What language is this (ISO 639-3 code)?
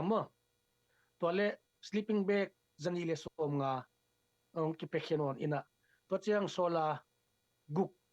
ctd